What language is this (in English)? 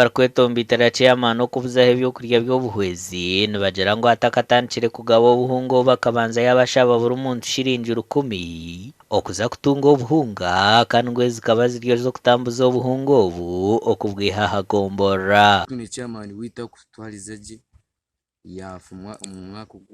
Nyankole